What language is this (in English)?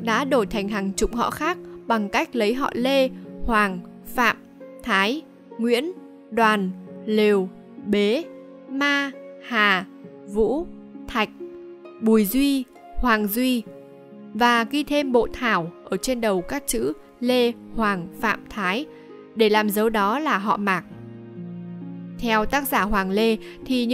Vietnamese